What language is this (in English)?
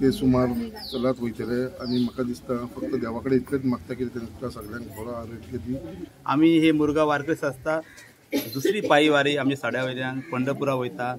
Konkani